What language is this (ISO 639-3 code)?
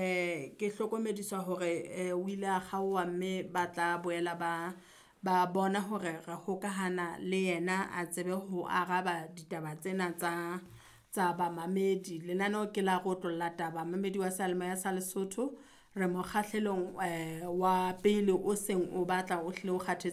sot